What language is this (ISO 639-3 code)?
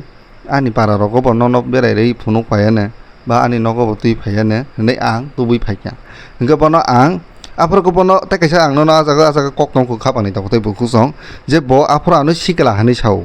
trp